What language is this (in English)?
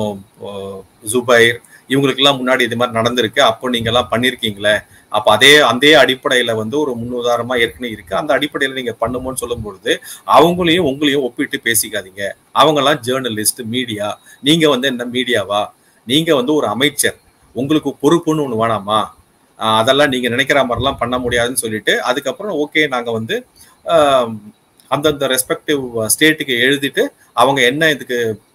Tamil